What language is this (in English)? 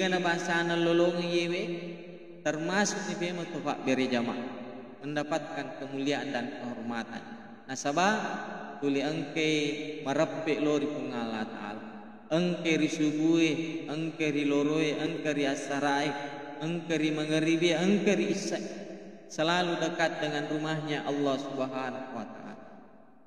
Buginese